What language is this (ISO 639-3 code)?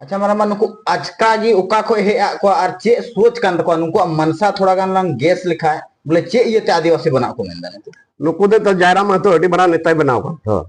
sat